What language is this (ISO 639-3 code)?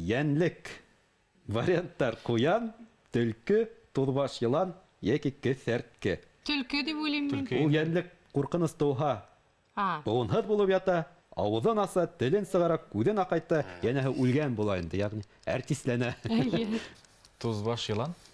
bak